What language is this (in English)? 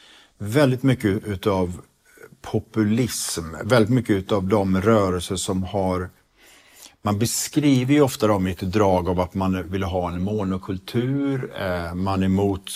Swedish